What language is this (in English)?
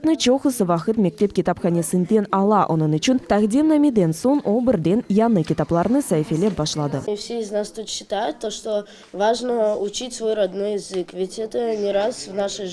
Crimean Tatar